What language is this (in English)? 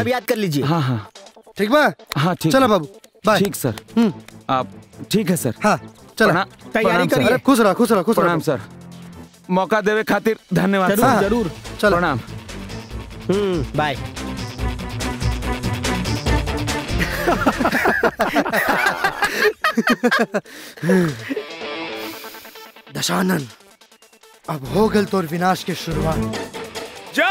Bhojpuri